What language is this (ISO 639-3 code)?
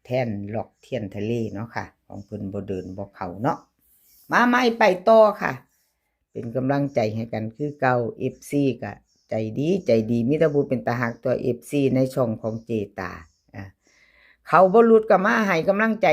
tts